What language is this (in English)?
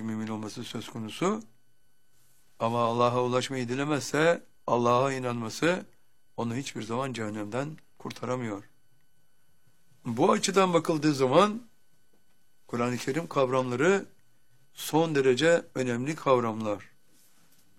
Turkish